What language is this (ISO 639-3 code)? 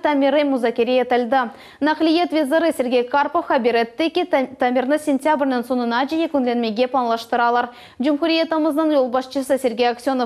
crh